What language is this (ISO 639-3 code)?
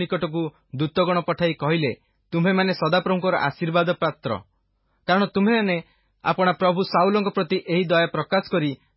ori